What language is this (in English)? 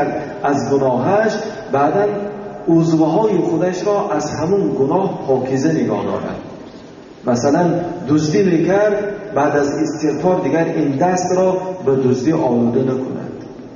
Tajik